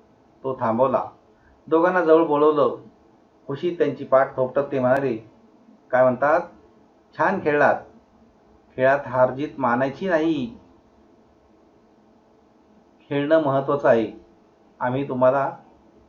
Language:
Marathi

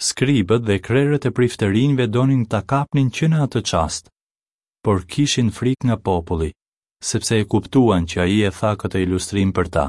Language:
Albanian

